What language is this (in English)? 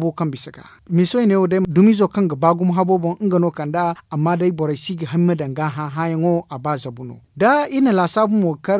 Zarma